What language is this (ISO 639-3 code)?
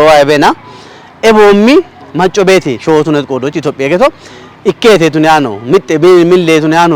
kbr